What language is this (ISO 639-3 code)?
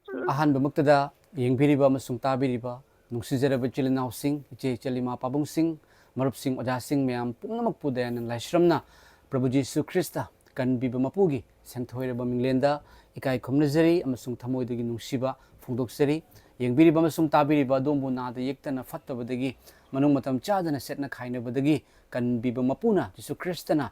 mni